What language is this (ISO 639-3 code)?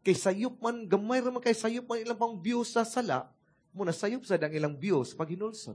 ceb